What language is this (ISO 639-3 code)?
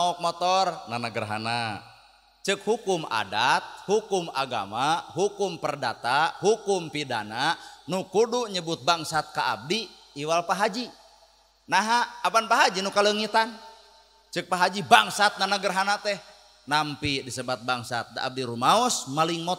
sun